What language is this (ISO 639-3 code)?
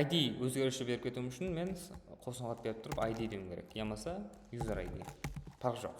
kaa